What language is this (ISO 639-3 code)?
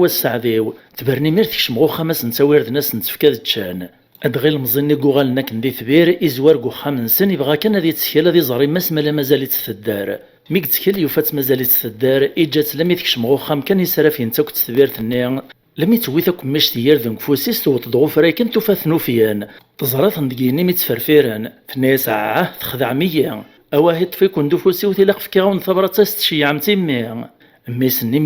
kab